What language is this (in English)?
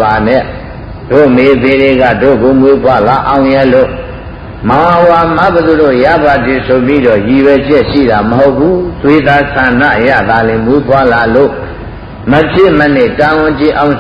Burmese